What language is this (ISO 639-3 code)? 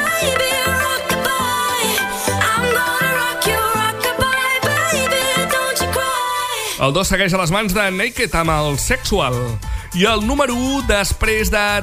cat